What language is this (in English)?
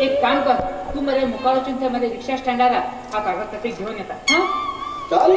Konkani